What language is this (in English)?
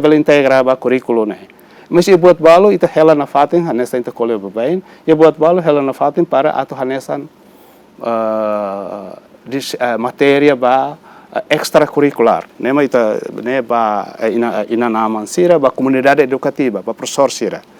Tetum